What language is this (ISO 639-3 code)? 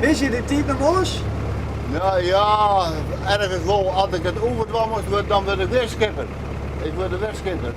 fry